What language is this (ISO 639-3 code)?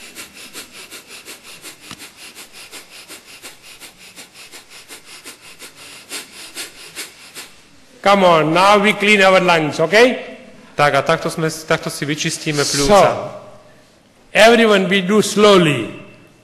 slk